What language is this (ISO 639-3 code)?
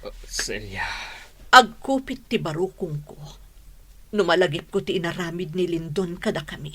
ilo